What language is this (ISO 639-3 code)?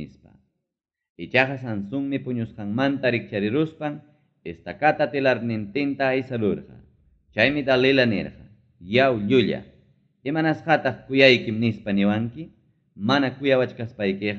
quy